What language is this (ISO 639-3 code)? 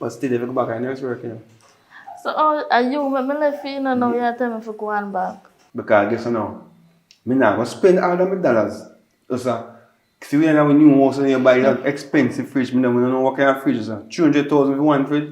jam